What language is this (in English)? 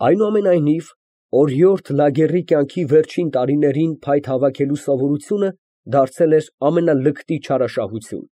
Armenian